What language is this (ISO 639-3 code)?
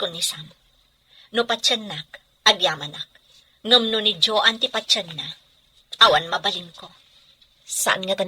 ilo